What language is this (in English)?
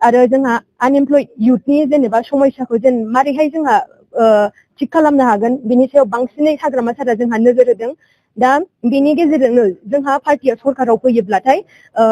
Bodo